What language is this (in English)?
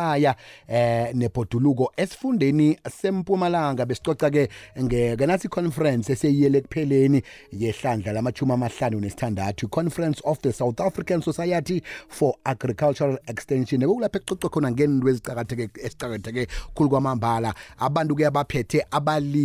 South Ndebele